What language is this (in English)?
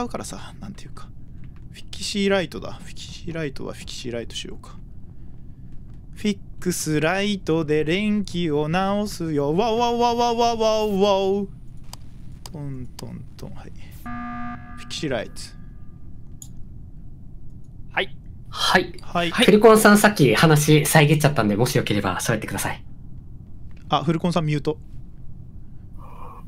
Japanese